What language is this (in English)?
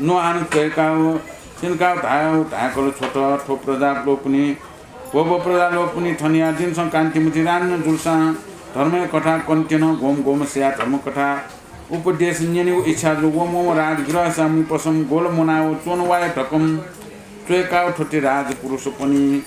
Newari